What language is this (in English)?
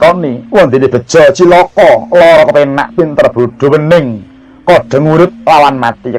Javanese